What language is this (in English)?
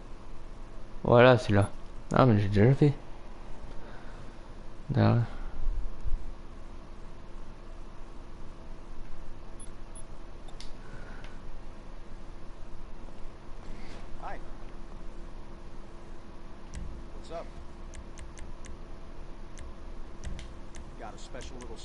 French